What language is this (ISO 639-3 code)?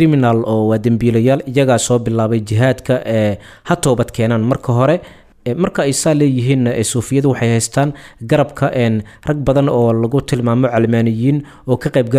som